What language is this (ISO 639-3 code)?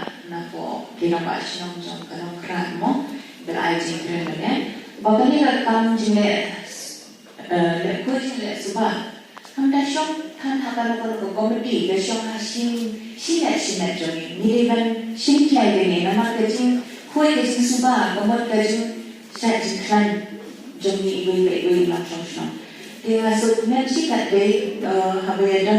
kha